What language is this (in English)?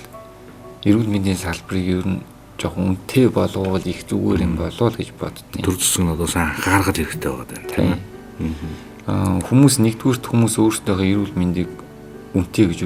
Mongolian